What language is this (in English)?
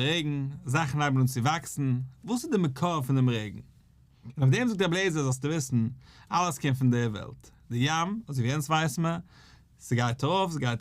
Yiddish